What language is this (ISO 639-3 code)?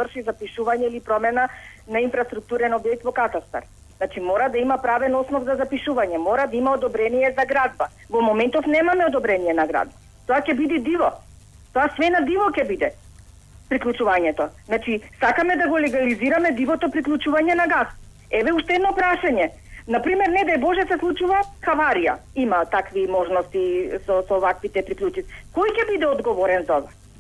mkd